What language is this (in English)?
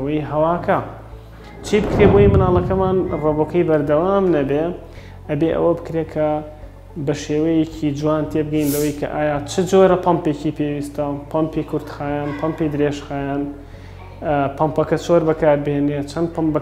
Central Kurdish